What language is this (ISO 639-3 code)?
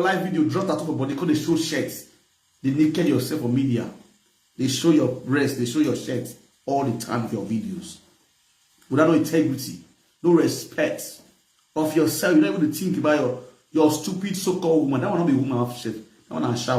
pcm